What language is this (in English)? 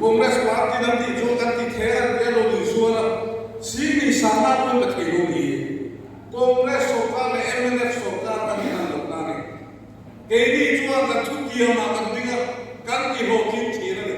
Mizo